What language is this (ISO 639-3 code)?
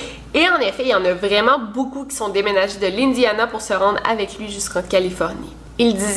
fra